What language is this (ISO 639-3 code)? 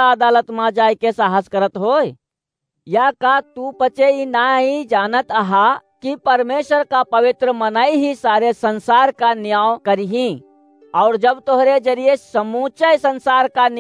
awa